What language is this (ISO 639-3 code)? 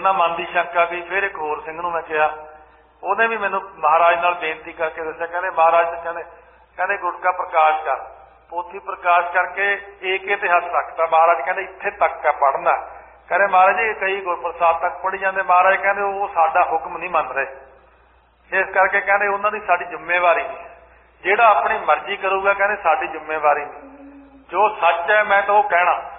pan